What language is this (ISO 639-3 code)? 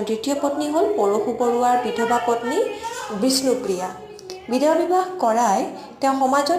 asm